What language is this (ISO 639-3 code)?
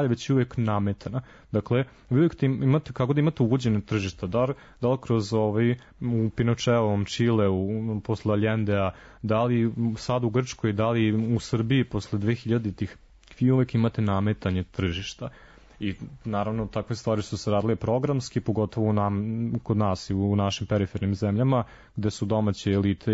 srp